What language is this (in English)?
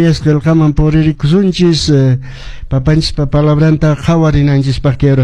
Quechua